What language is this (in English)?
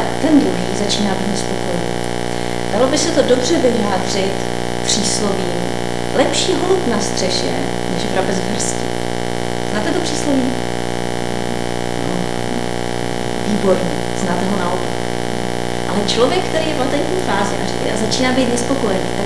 Czech